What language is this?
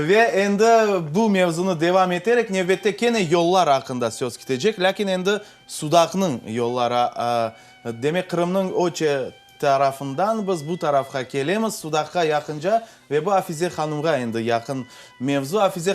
Crimean Tatar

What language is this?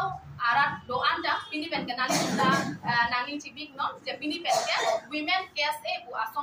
Karbi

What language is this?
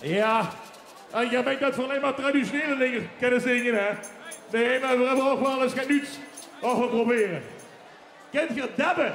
Limburgish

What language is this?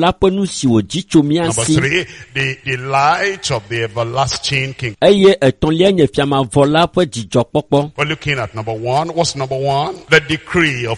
Ewe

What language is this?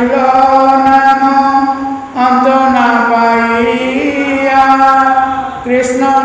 Odia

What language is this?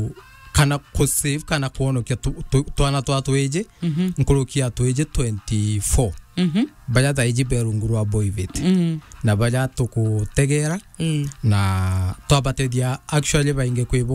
Meru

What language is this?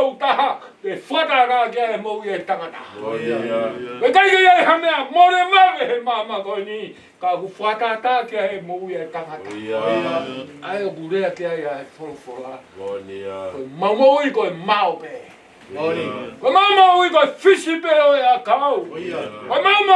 Tongan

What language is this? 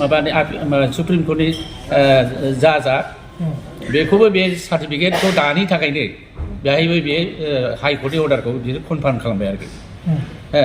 Bodo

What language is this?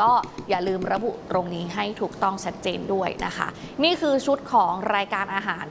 Thai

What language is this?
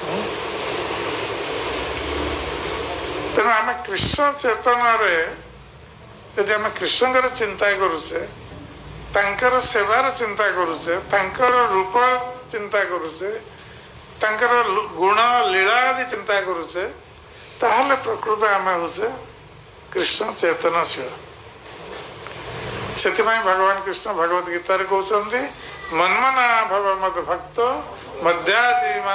Odia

